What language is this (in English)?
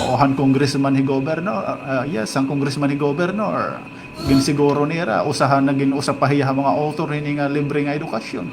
Waray